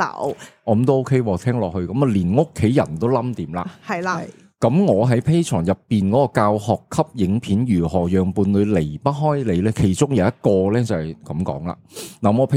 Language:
Cantonese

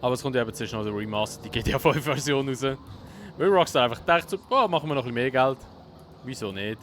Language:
Swiss German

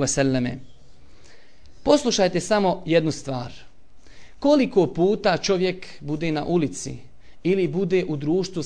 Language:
Bosnian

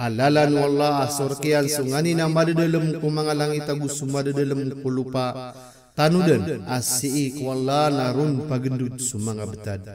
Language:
Maranao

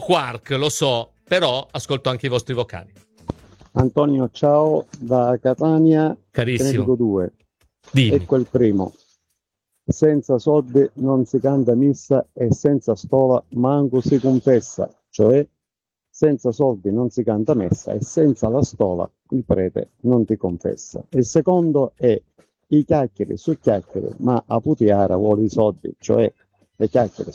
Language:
Italian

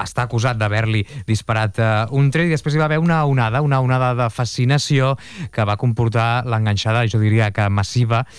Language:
Catalan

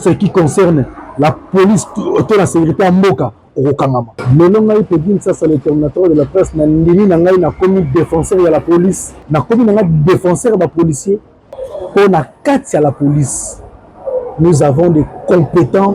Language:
Lingala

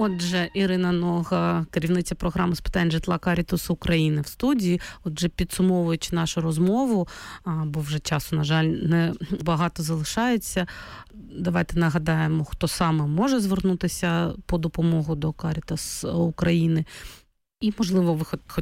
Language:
Ukrainian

